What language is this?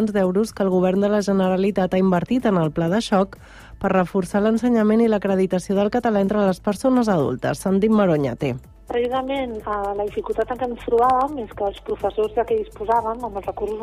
Catalan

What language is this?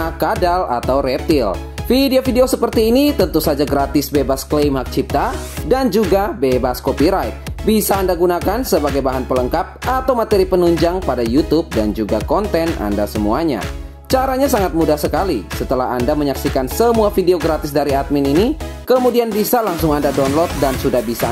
Indonesian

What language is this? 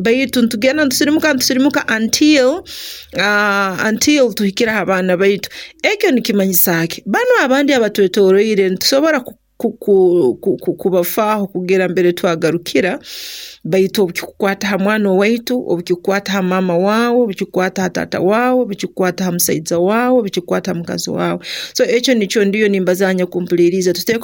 Nyoro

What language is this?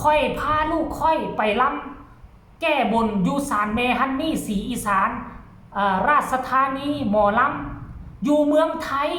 Northeastern Thai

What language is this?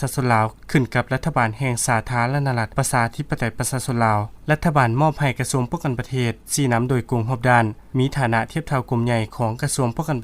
Lao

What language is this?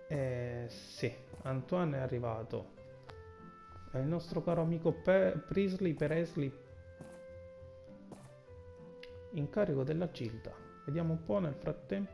Italian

